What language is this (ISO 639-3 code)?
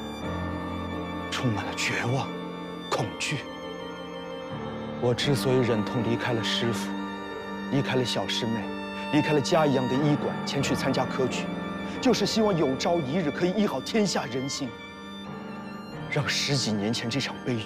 zho